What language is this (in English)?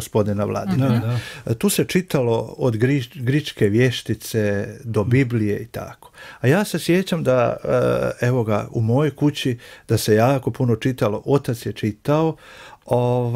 Croatian